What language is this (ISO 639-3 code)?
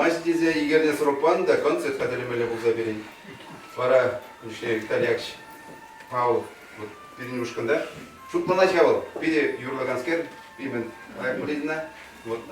chv